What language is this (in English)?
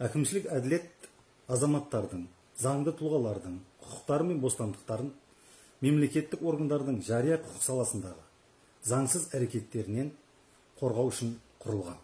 Kazakh